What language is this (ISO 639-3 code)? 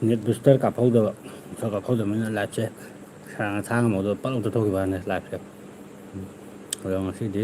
mni